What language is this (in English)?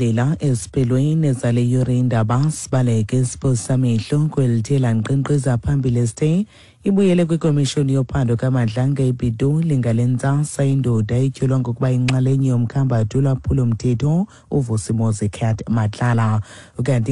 Xhosa